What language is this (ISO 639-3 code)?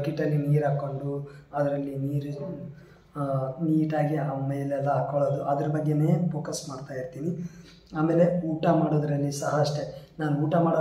kan